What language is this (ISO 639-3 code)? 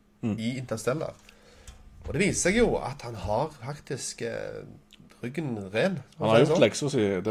nor